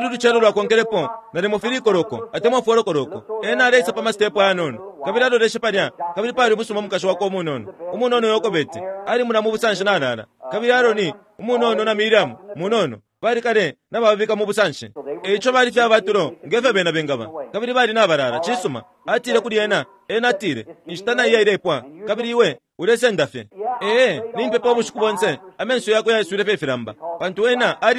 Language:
Bemba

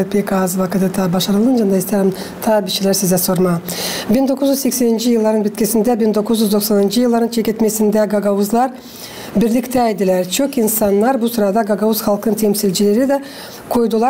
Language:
Gagauz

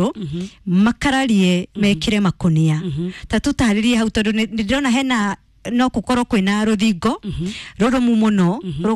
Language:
Kikuyu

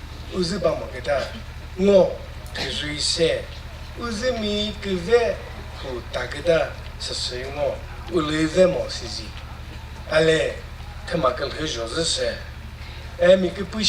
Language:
Chokri Naga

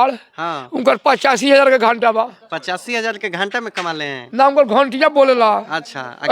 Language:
Bhojpuri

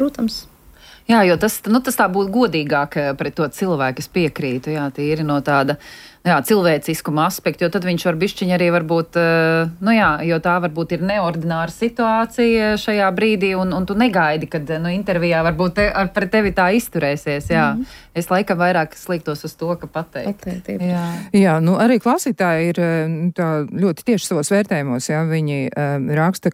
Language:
Latvian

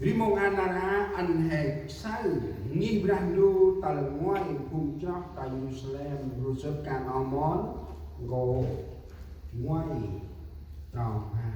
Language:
Central Mnong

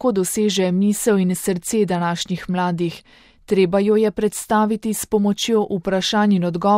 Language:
Slovenian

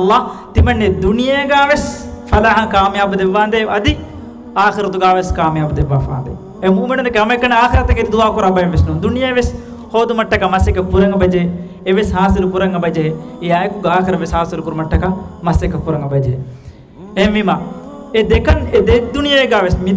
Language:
Divehi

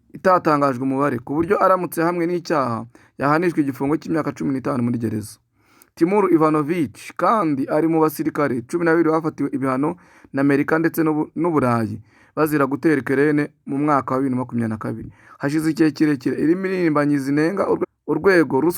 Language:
Kinyarwanda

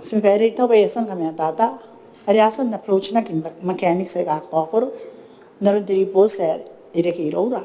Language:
Gilbertese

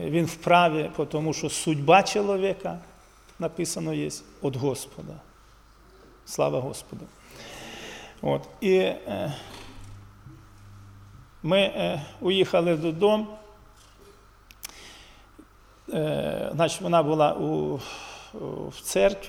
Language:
Ukrainian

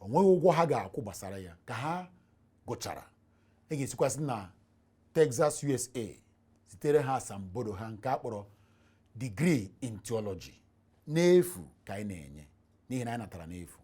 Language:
Igbo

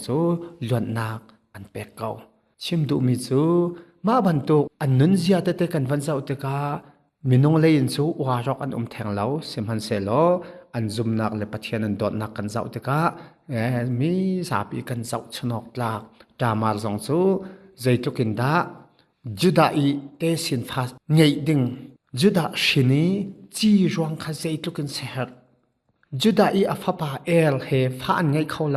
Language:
Hakha Chin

